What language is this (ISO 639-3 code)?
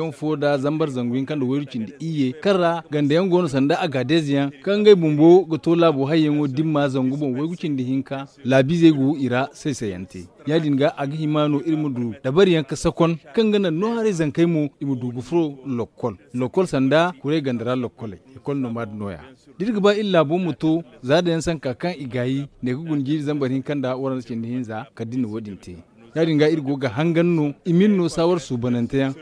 dje